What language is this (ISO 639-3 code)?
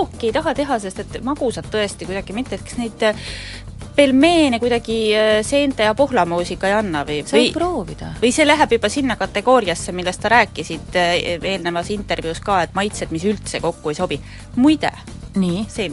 est